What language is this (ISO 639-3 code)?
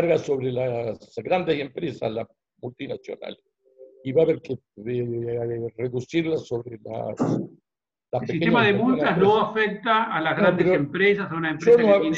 spa